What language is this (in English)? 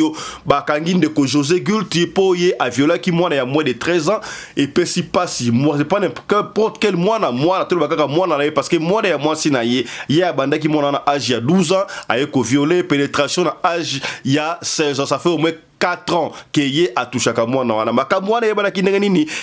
Lingala